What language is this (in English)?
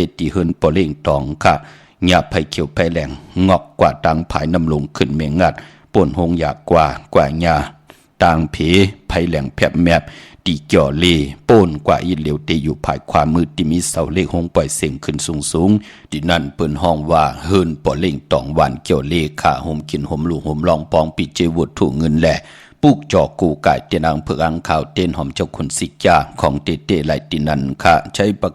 Shan